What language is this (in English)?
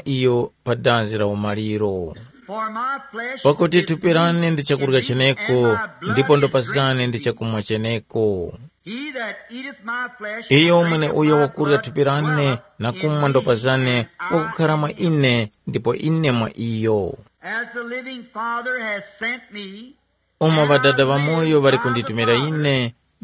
Tumbuka